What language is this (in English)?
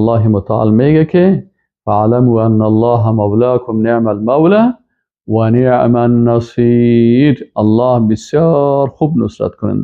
Persian